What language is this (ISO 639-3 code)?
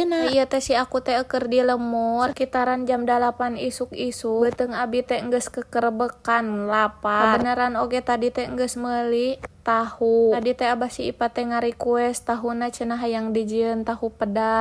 sun